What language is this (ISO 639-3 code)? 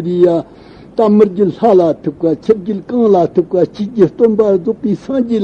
bod